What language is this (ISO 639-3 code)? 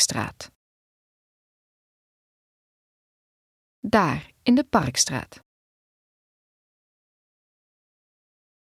nld